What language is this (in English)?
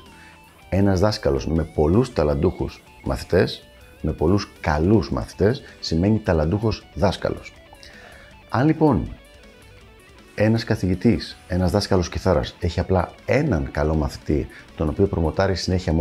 Greek